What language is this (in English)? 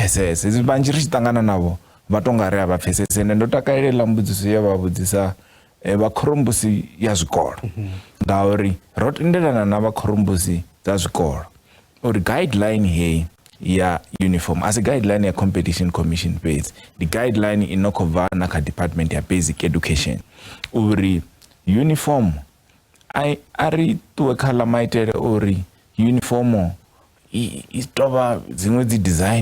Venda